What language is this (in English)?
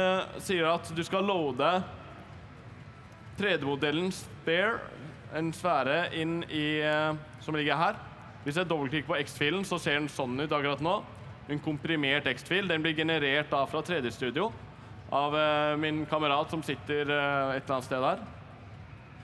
Norwegian